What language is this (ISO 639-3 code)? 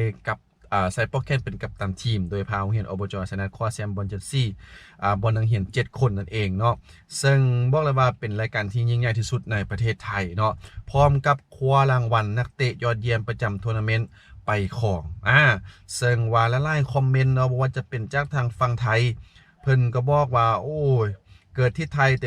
lao